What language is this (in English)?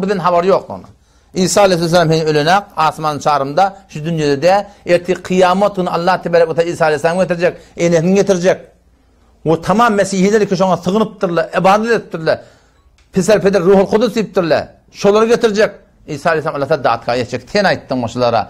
Turkmen